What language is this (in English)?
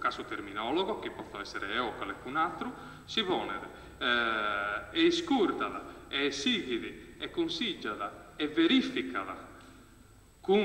Sardinian